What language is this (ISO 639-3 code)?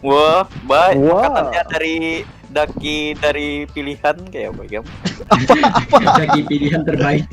bjn